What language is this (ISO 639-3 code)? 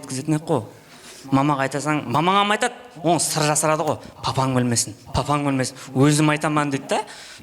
kaa